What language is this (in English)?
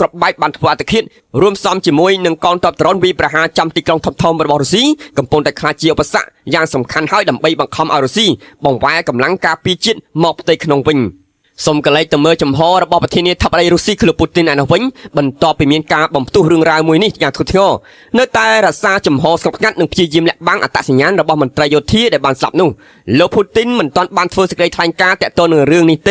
Khmer